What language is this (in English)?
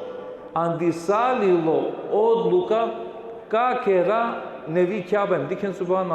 Balkan Romani